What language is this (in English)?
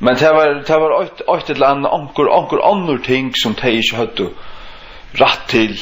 Faroese